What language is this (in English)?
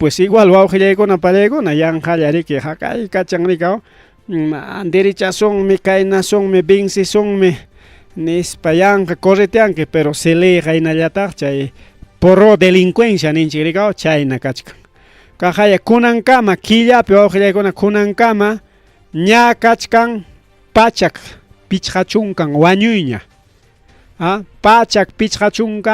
Ayacucho Quechua